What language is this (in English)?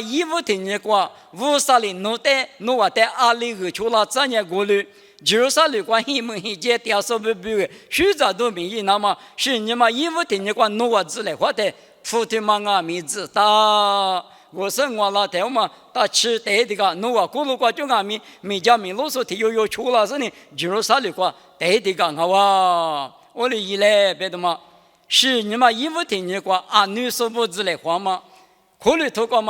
Lisu